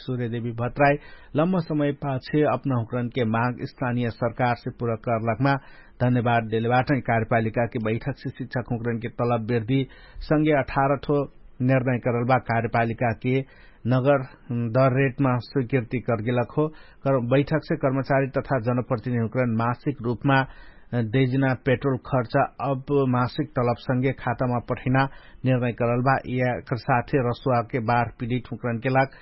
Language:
Dangaura Tharu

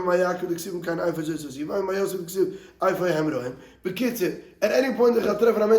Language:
Yiddish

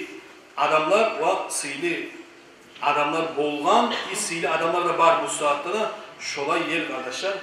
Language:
Kumyk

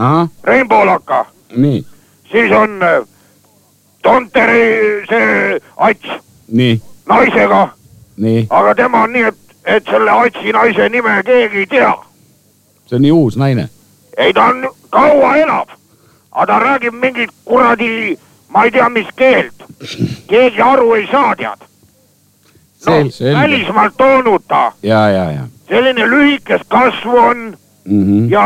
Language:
Estonian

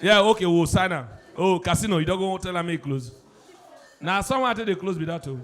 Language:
Nigerian Pidgin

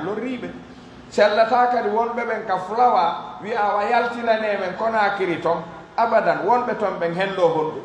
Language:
Pular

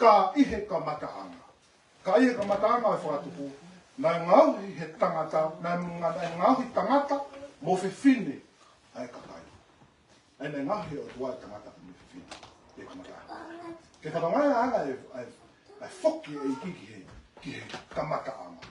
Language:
Tongan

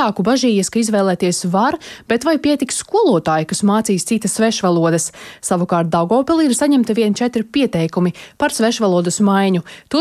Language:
Latvian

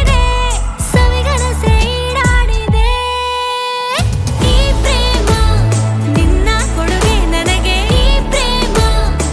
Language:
Kannada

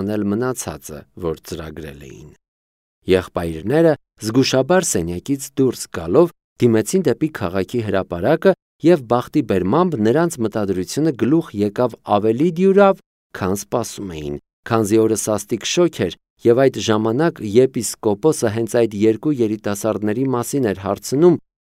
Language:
Armenian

